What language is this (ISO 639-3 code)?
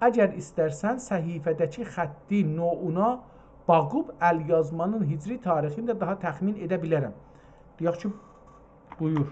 azb